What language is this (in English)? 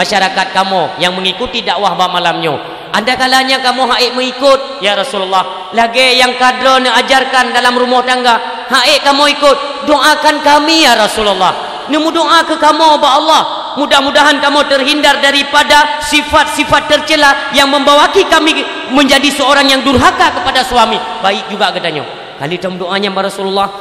Achinese